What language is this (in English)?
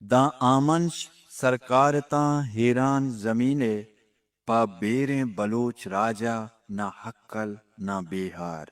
Eastern Balochi